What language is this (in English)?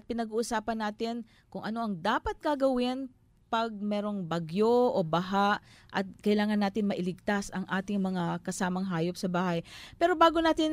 Filipino